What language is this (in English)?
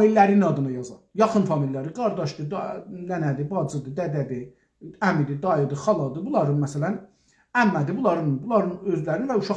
South Azerbaijani